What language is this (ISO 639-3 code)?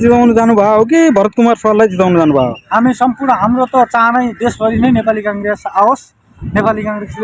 nep